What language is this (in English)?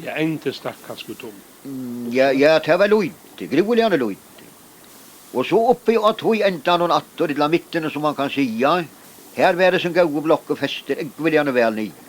Faroese